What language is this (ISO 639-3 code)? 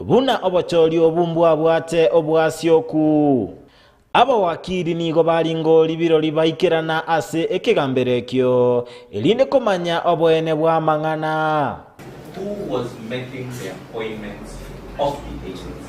guz